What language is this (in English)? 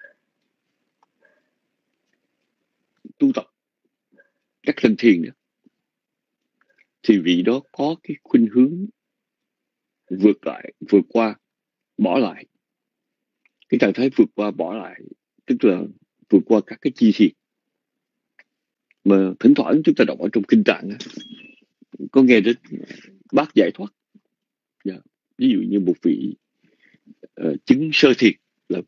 Vietnamese